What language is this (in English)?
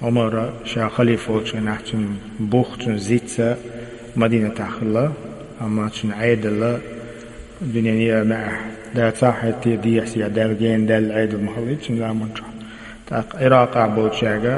Chechen